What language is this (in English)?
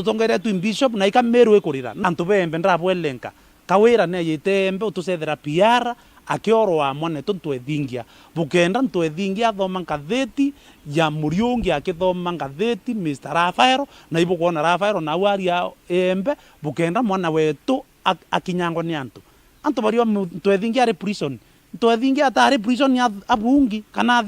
Meru